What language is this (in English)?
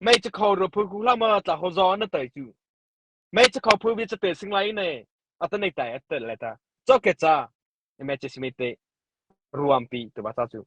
Mara Chin